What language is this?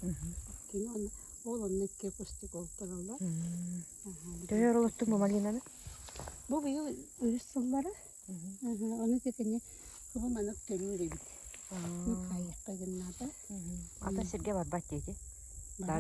Yakut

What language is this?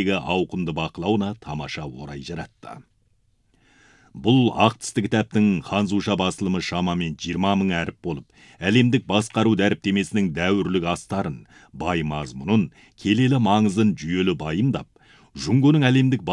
Kazakh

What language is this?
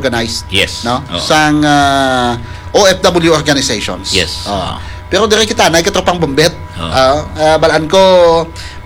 Hiligaynon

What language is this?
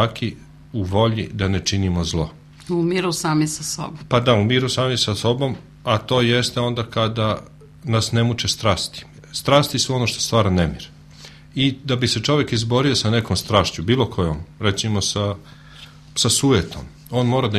Serbian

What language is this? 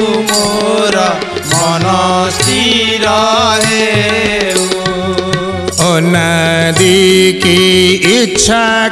Odia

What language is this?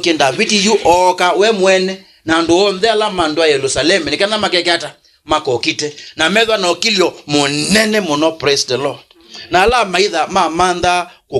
Kamba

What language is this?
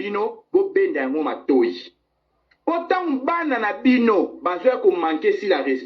Lingala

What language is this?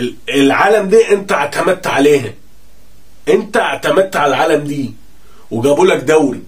Egyptian Arabic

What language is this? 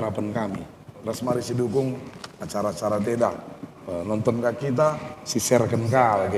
Batak Karo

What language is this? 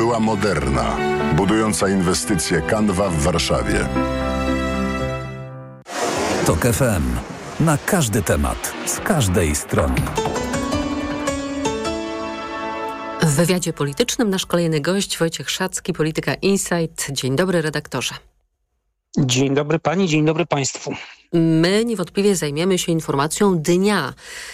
Polish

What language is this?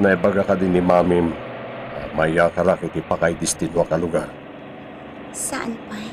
Iloko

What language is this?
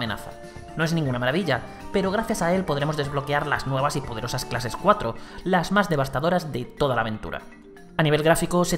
Spanish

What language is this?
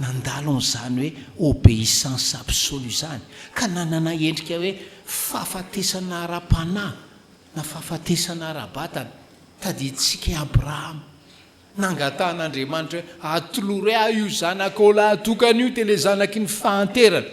Malagasy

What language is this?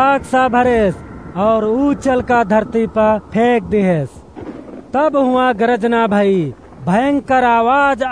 Awadhi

